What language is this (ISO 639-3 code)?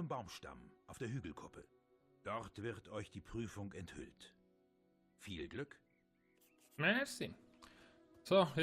gsw